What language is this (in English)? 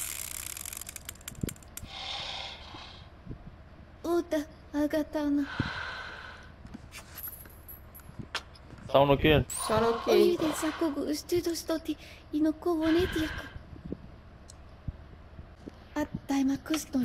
Malay